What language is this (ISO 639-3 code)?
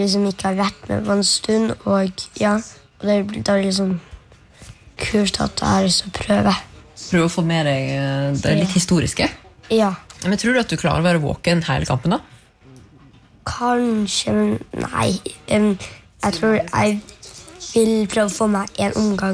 nor